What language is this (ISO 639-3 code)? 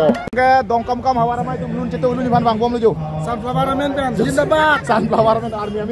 mjw